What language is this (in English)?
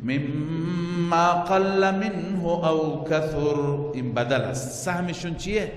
Persian